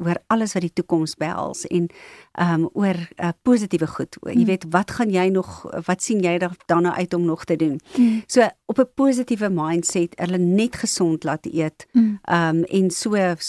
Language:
Afrikaans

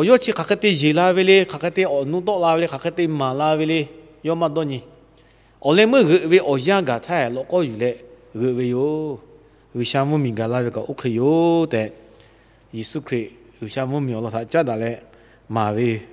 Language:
Lahu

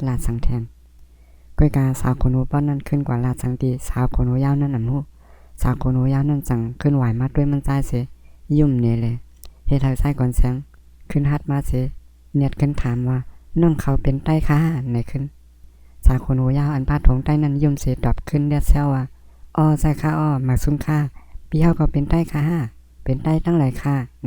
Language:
Shan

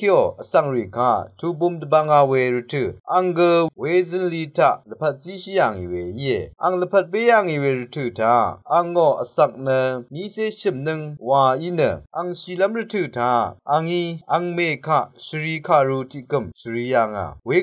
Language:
Rawang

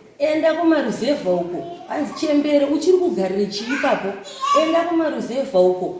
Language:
Shona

